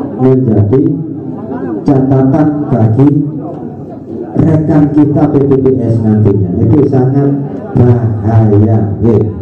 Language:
Indonesian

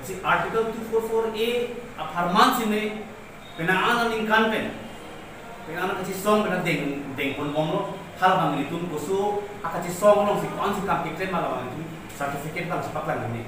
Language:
Karbi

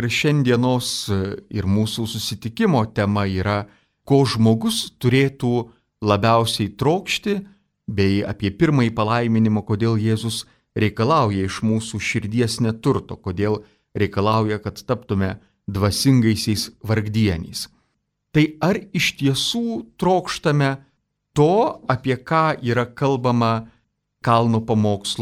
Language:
Lithuanian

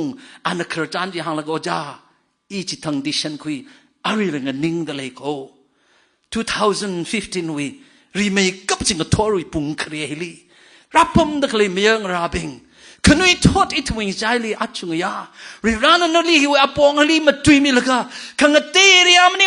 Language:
Tangkhul Naga (India)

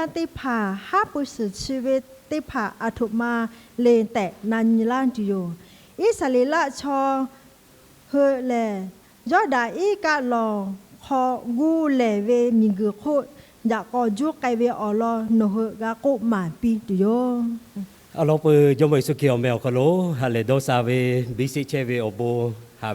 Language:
Lahu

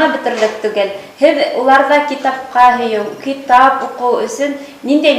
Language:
Bashkir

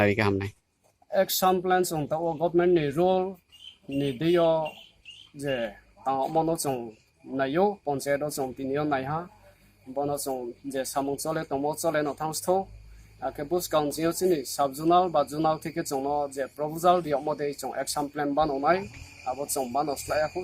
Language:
Riang (India)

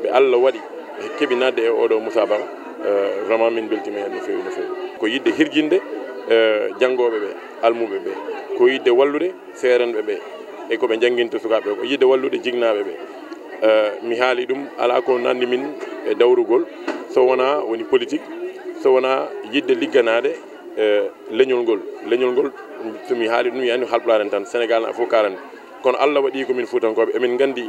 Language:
Fula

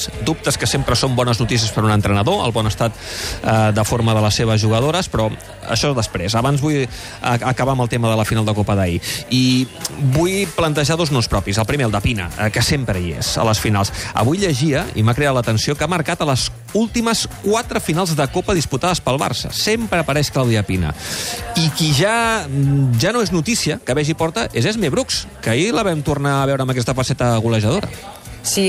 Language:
Catalan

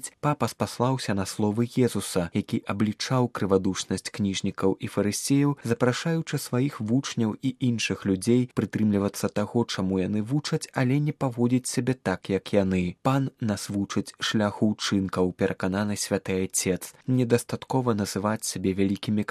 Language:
Belarusian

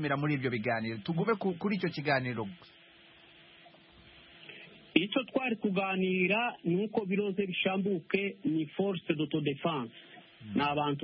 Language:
Kinyarwanda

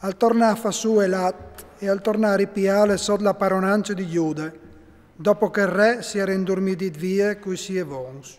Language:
Friulian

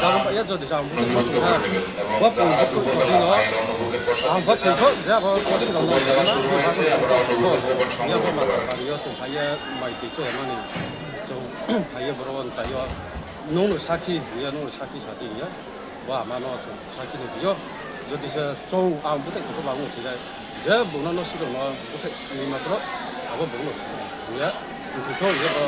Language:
Riang (India)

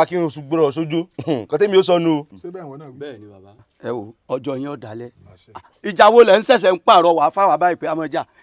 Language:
Yoruba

